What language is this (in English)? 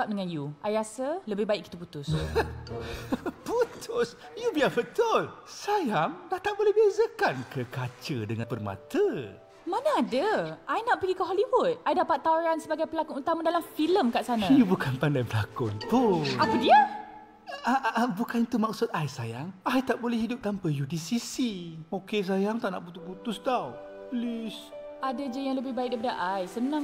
Malay